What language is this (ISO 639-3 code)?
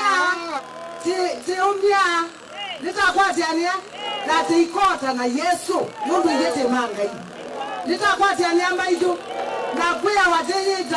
kam